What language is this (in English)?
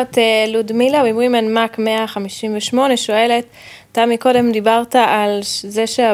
Hebrew